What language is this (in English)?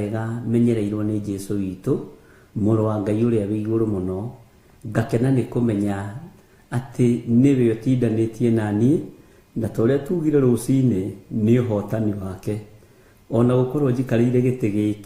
Kikuyu